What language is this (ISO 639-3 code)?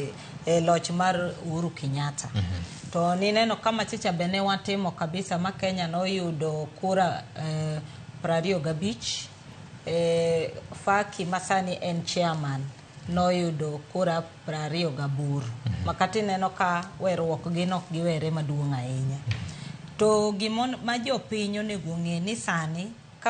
luo